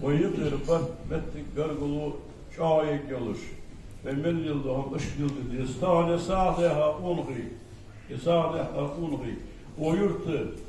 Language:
Ingush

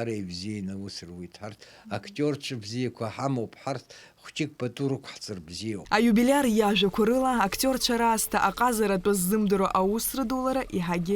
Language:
Abkhazian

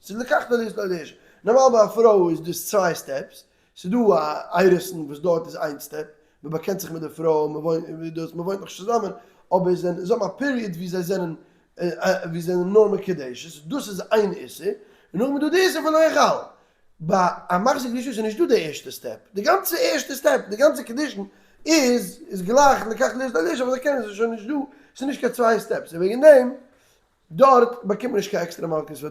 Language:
Yiddish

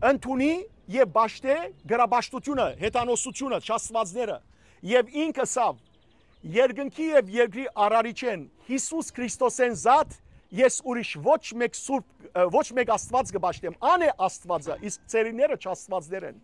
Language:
Western Armenian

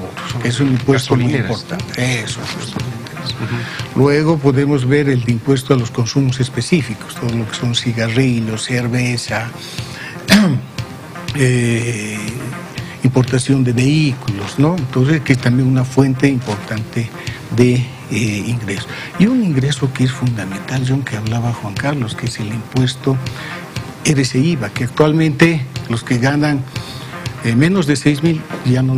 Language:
Spanish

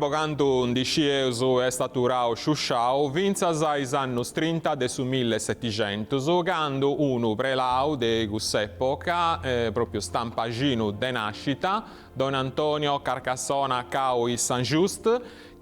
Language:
Sardinian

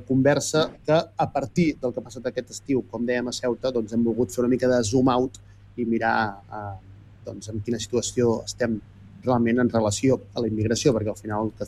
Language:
Catalan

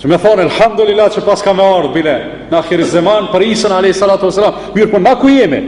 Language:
Albanian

